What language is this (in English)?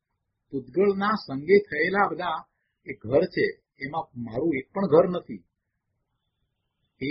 Gujarati